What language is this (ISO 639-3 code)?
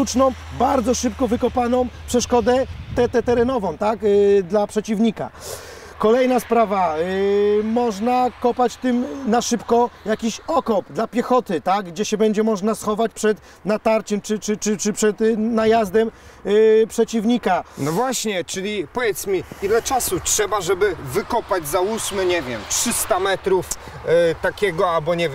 pol